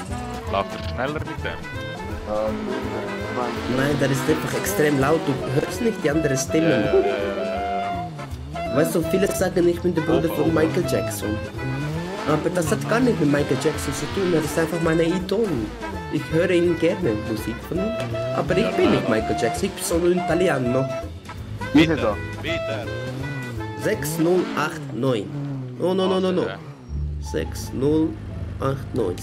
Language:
Swiss German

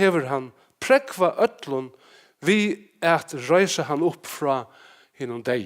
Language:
Faroese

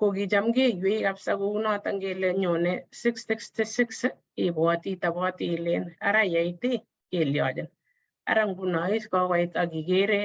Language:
Kalenjin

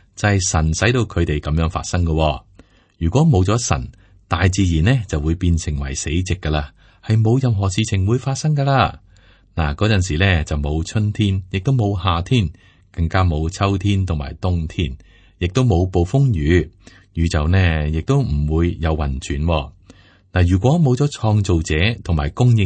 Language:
Cantonese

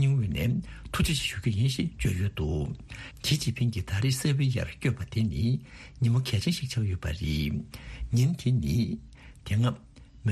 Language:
Tibetan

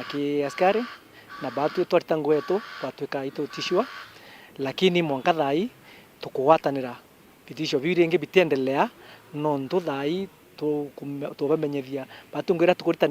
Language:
Meru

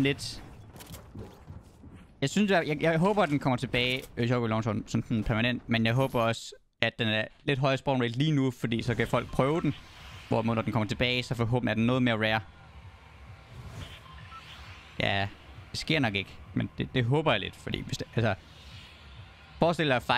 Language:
Danish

